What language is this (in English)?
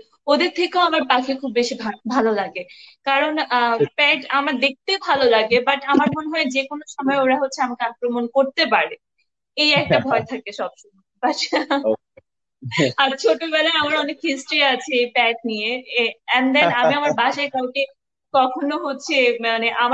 Bangla